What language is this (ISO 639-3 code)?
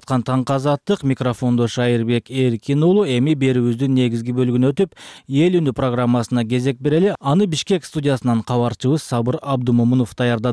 kir